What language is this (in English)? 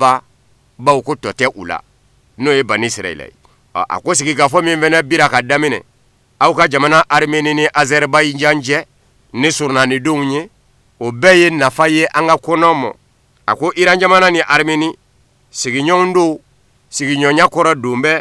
Bambara